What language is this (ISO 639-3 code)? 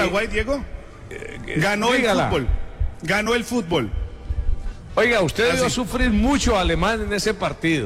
spa